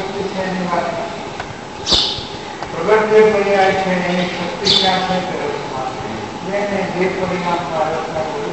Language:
Gujarati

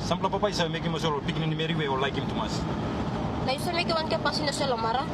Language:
Tok Pisin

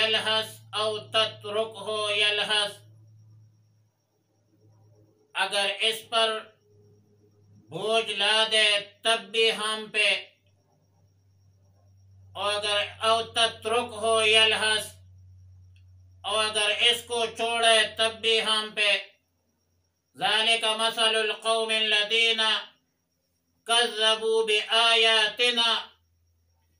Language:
Urdu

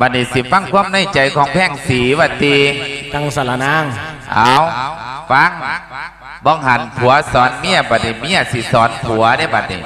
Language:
Lao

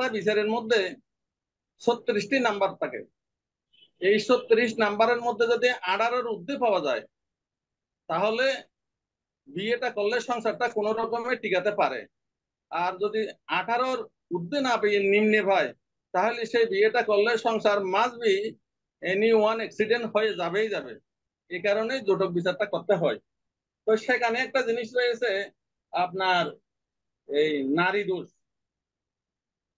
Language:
Bangla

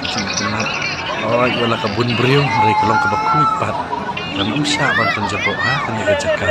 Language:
Khasi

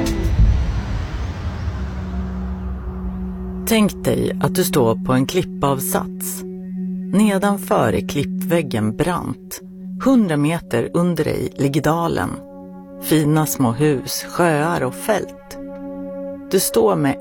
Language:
Swedish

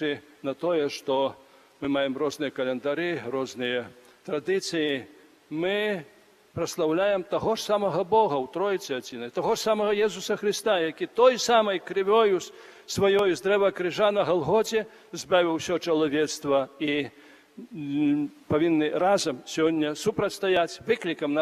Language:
Belarusian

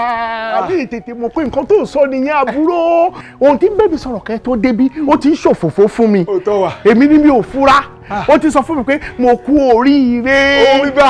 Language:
Yoruba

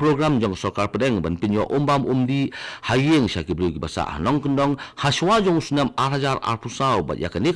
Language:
Khasi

